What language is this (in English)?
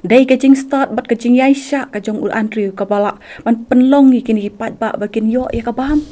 Khasi